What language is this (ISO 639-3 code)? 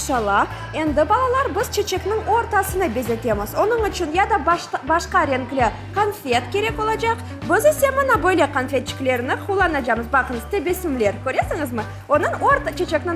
crh